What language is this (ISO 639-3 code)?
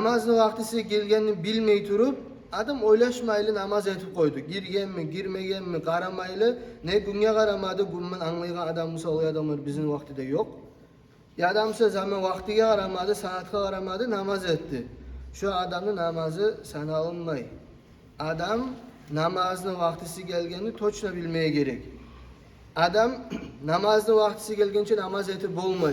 kum